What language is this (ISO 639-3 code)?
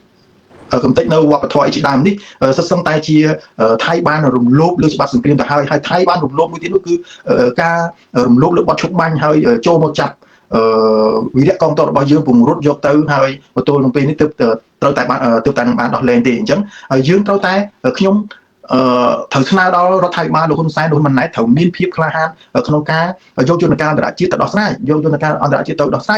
khm